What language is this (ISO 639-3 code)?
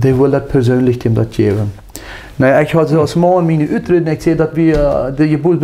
pdt